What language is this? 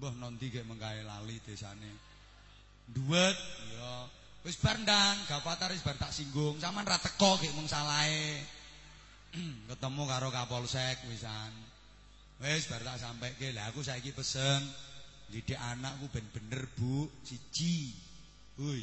Javanese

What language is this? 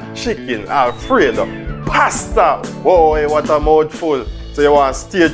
Jamaican Creole English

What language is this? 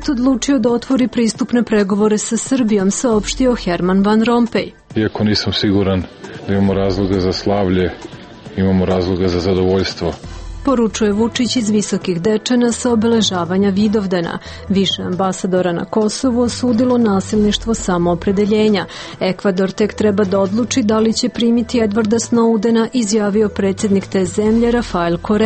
Serbian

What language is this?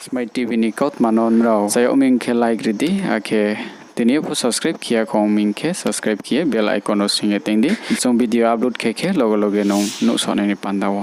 Riang (India)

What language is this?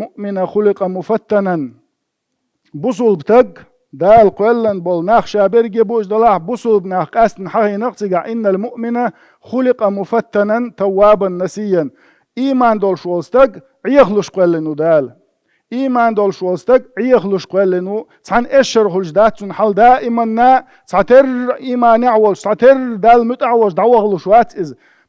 Chechen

